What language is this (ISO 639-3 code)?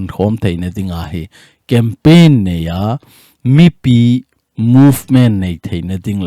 tcz